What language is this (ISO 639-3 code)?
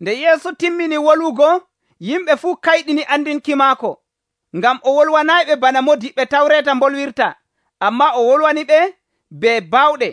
fuv